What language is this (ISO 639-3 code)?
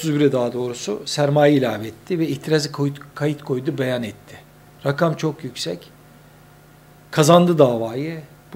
tur